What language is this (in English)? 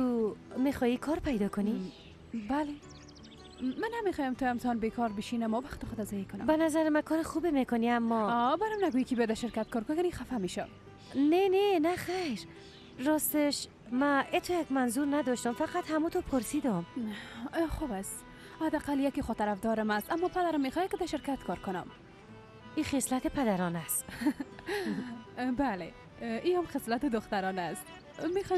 Persian